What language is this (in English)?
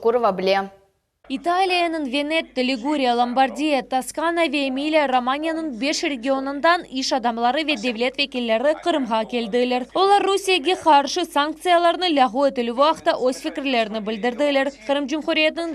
Crimean Tatar